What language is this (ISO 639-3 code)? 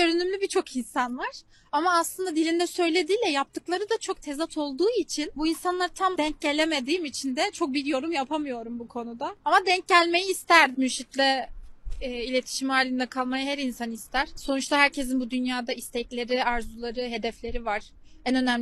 tur